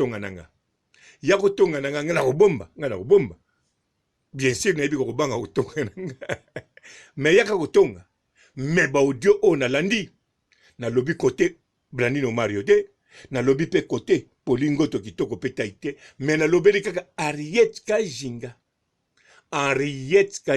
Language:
Lingala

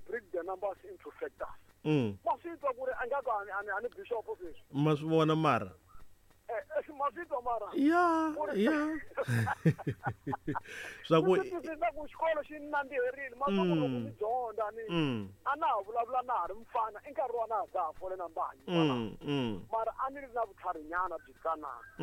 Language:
Tsonga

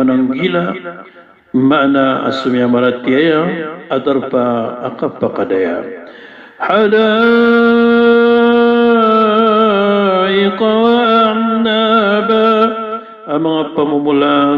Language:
Maranao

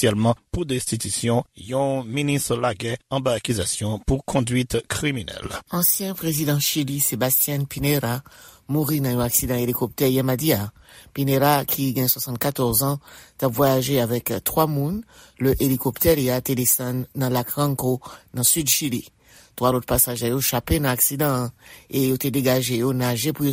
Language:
Haitian Creole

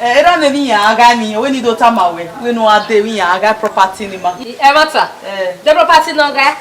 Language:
Bini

